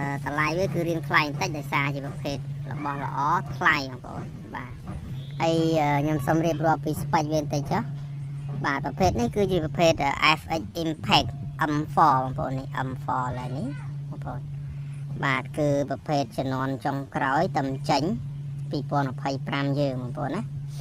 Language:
Khmer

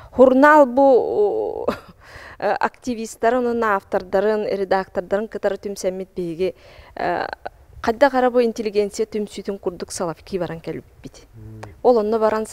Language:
Yakut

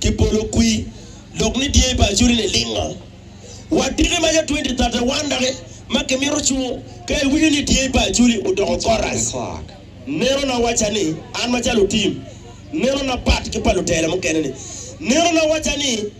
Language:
Acoli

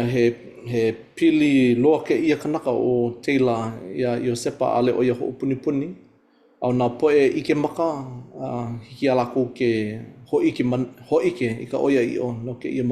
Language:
Hawaiian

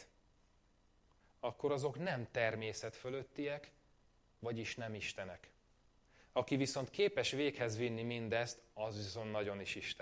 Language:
Hungarian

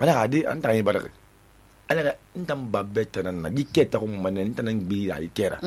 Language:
Susu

